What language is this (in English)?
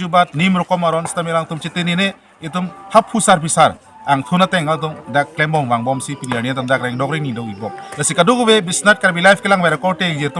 Karbi